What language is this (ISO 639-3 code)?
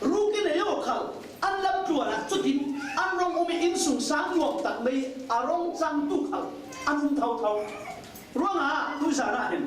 cfm